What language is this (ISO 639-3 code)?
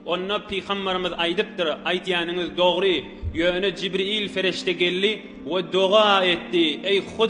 tuk